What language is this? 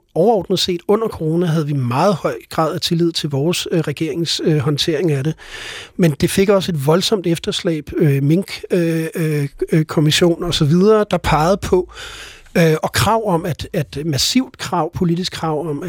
Danish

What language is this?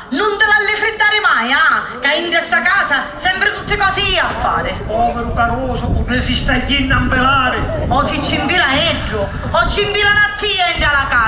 Sicilian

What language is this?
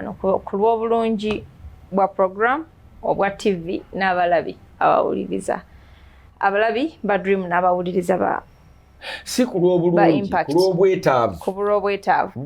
Ganda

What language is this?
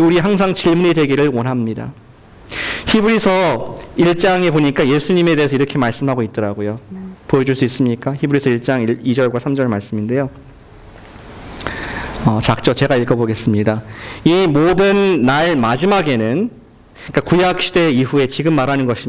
Korean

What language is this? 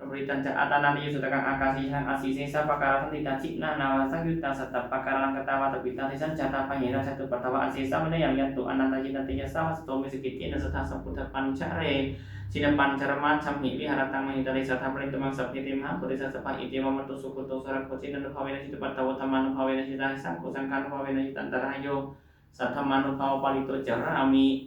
Pali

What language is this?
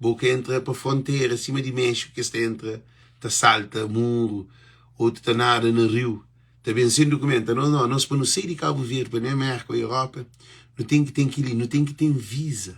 Kabuverdianu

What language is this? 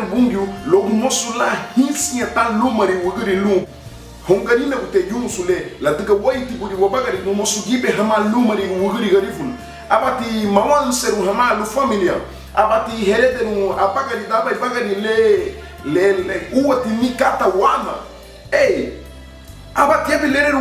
Garifuna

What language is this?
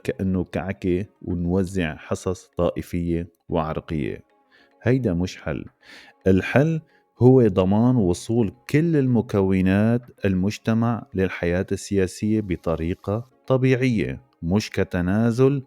North Levantine Arabic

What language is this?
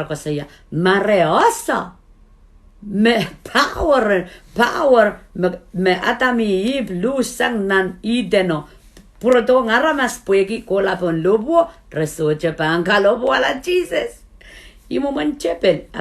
Pohnpeian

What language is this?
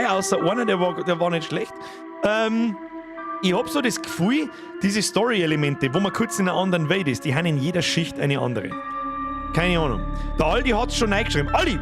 Bavarian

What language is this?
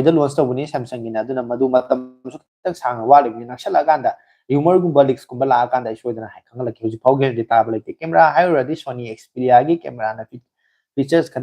Manipuri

